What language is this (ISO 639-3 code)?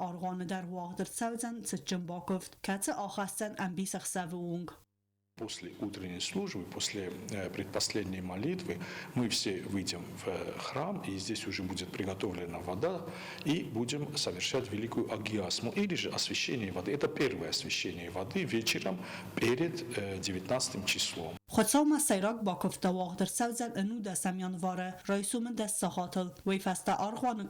oss